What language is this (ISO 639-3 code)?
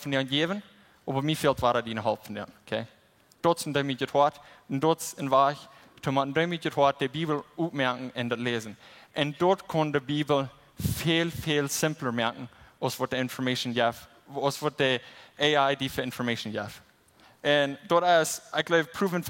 pdt